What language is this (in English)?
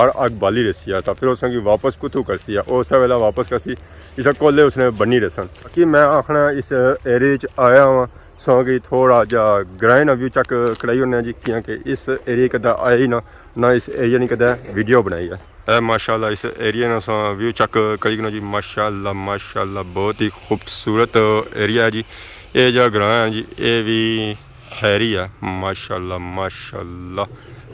Pahari-Potwari